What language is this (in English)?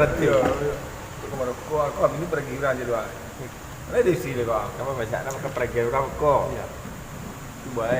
Minangkabau